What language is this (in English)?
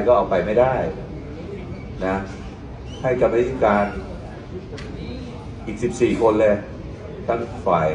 Thai